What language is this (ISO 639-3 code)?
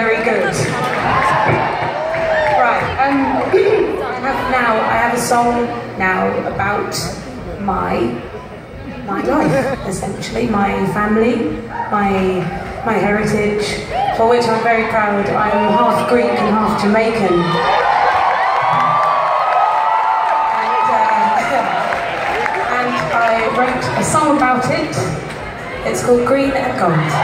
eng